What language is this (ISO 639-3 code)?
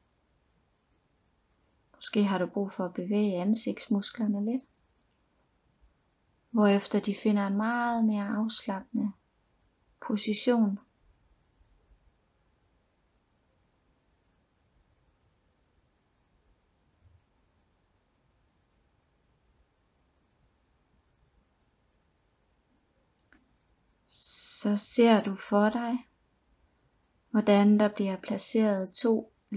dan